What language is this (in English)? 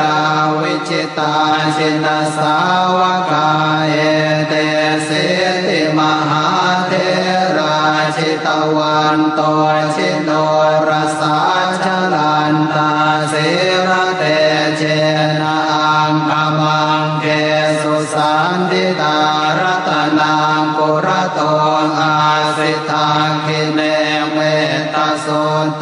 Pali